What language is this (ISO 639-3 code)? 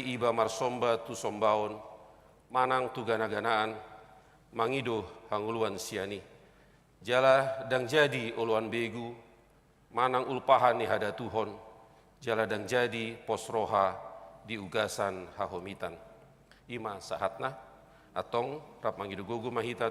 bbc